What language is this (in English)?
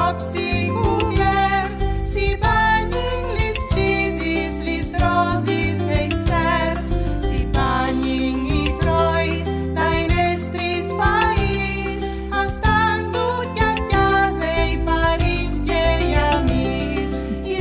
Friulian